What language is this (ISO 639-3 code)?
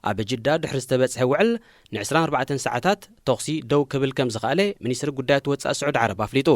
tir